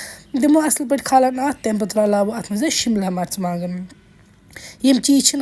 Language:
Kashmiri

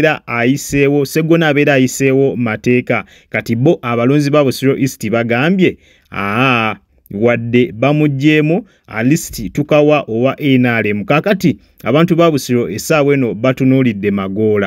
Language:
Ganda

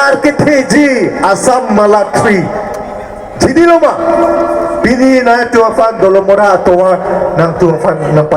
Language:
Karbi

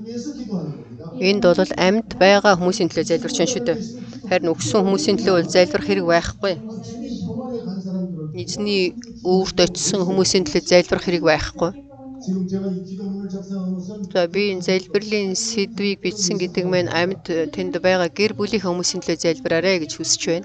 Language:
Mongolian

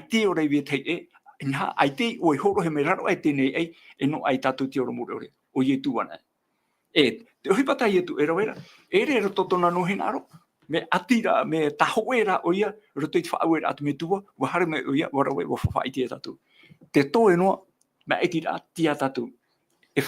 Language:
Tahitian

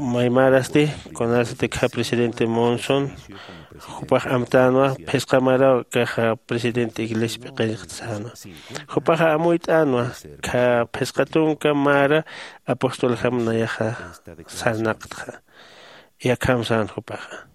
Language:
Aymara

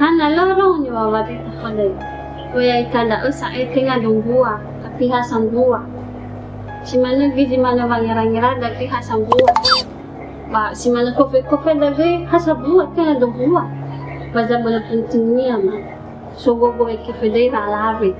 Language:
Nias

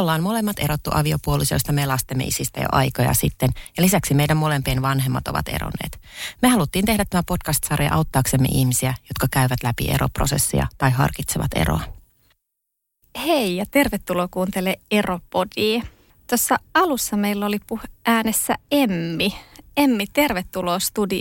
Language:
Finnish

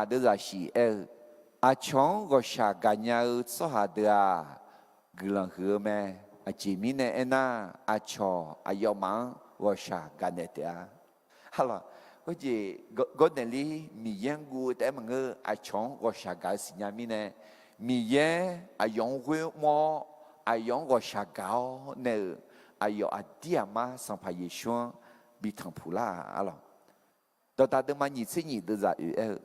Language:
Akha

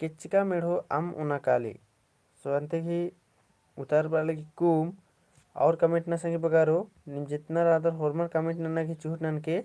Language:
Kurukh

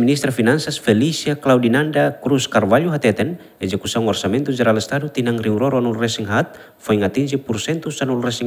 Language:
Tetum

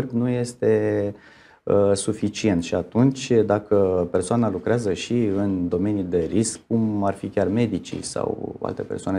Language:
Romanian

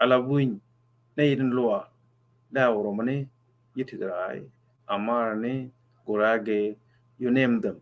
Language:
Nuer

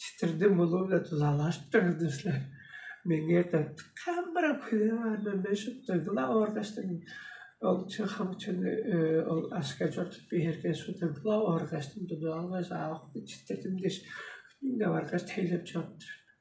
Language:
Tuvinian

